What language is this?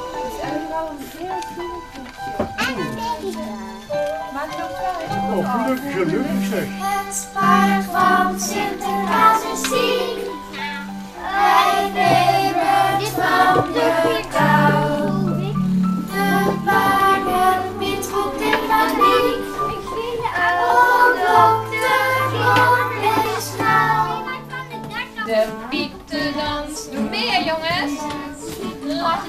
Dutch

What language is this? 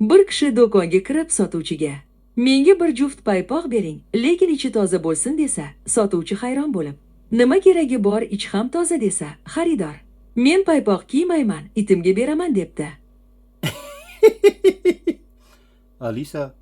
Uzbek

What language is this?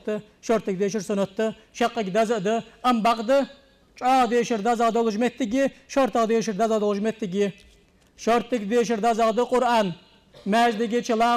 Ingush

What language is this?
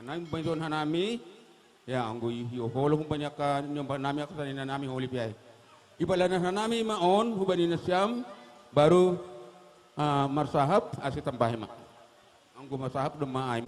Batak Simalungun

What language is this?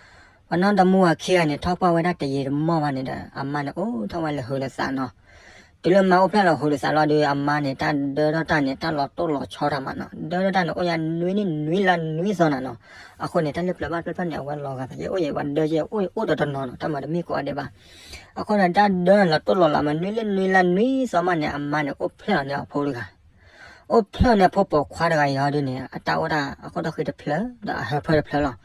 S'gaw Karen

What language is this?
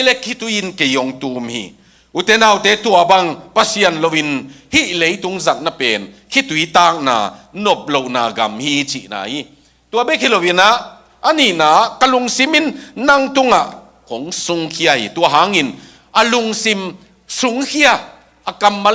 Tedim Chin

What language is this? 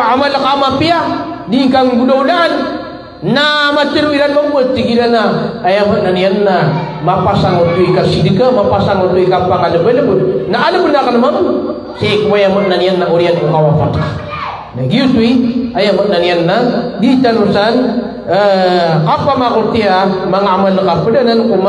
Maranao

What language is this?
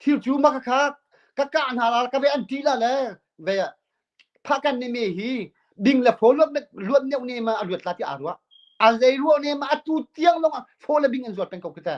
Hakha Chin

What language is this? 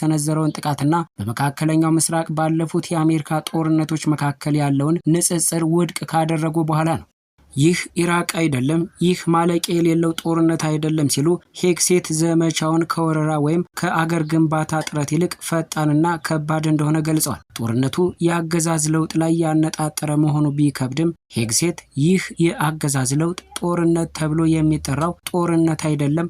Amharic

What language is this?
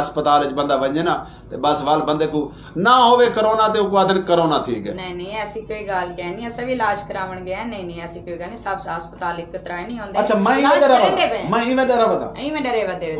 Saraiki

